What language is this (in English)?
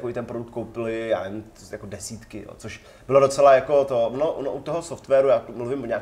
Czech